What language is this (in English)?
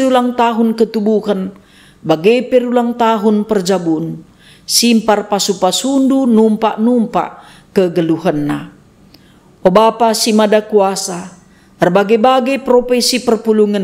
Batak Karo